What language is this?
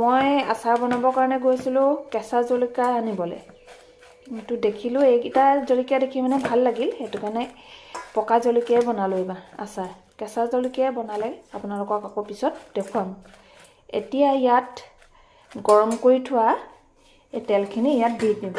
Assamese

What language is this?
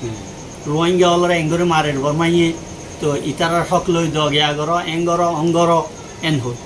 Rohingya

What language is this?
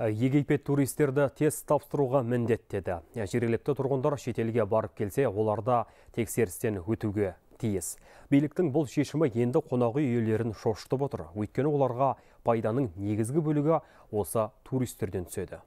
Kazakh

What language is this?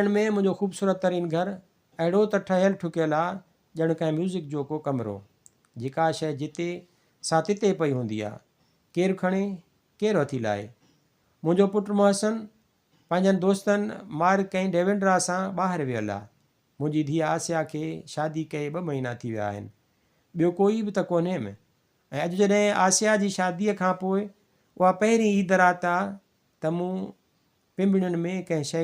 Sindhi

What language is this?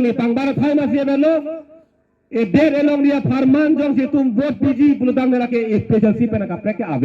Karbi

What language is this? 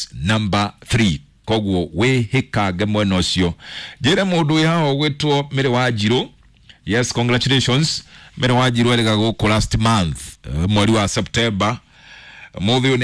Kikuyu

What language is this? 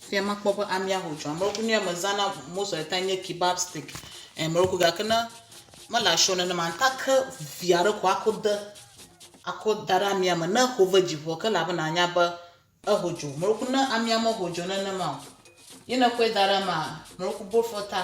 Ewe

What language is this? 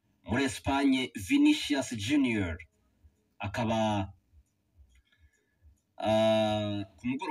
Kinyarwanda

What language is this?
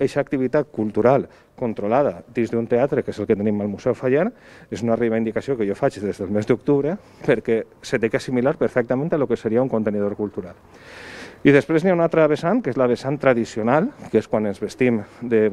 Catalan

